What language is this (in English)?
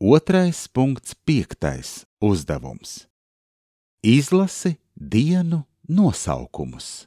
Latvian